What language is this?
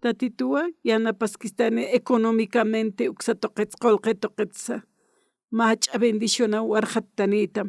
Aymara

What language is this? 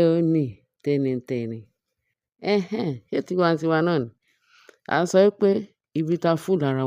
Yoruba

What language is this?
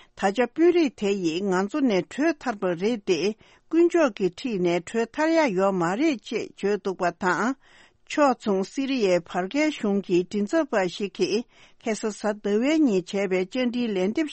Tibetan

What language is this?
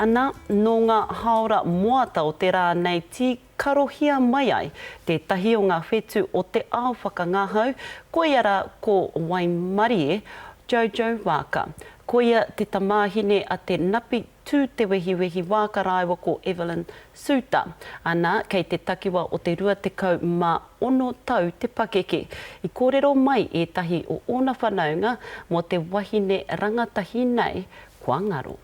Māori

